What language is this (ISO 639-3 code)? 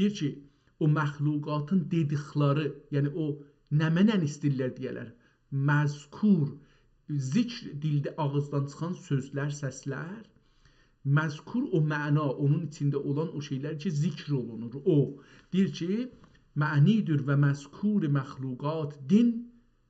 azb